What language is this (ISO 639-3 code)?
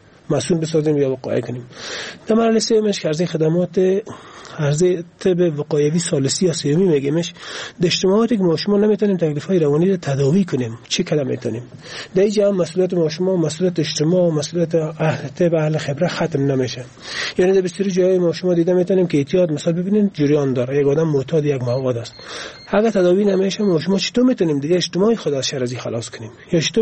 fas